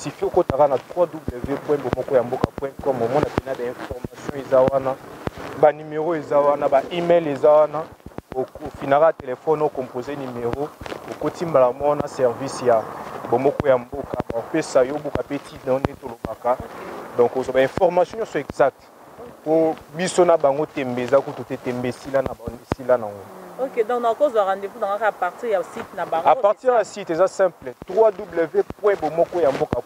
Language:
Lingala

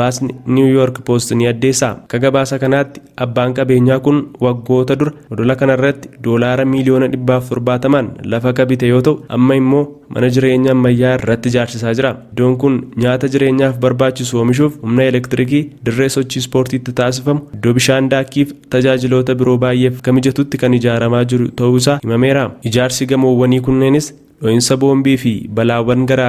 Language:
Oromo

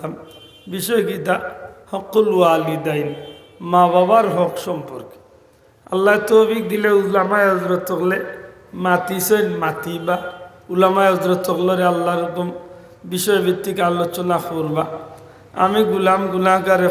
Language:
Sylheti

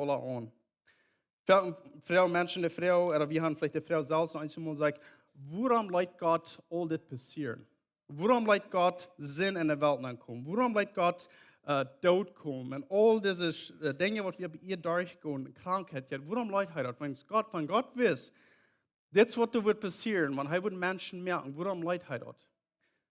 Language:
Plautdietsch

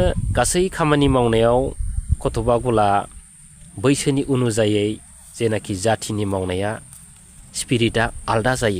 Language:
Bodo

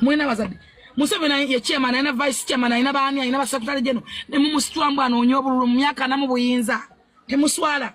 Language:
Ganda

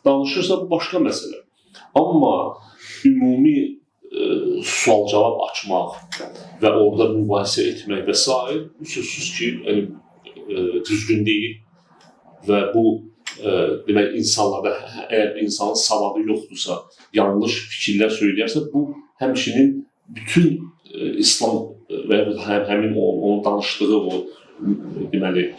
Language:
Azerbaijani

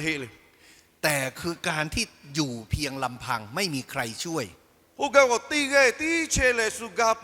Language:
Lahu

